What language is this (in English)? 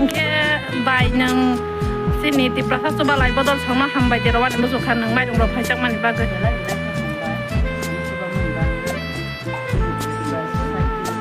Kok Borok